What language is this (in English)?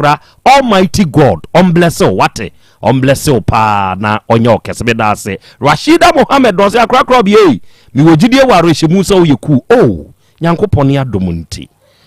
Akan